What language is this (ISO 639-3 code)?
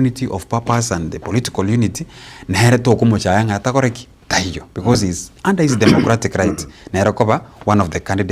guz